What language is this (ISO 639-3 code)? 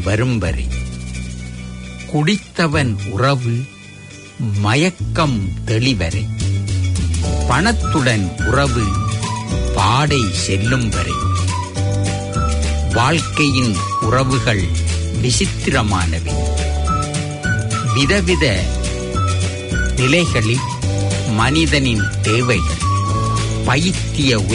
tam